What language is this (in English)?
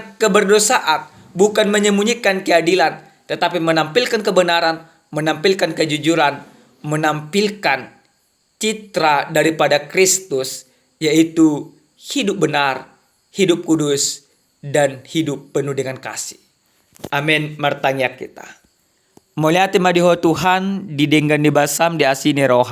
Batak Toba